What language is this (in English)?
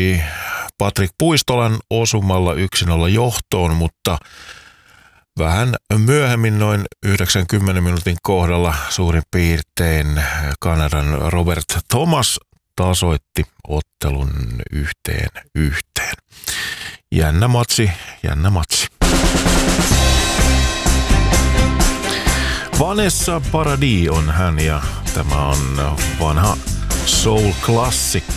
Finnish